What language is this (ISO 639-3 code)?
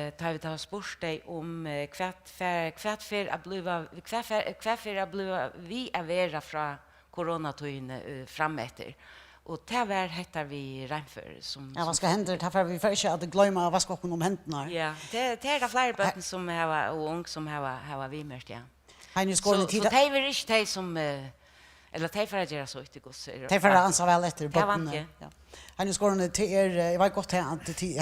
fao